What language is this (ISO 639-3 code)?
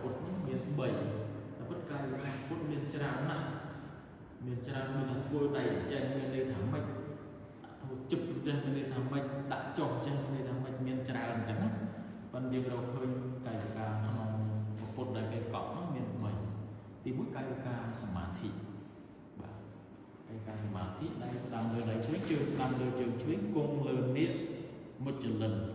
khm